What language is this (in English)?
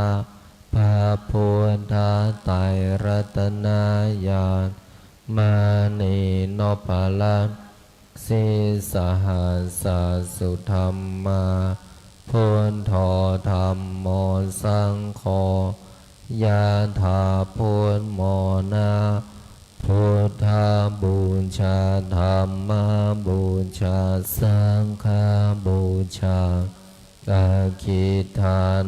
Pali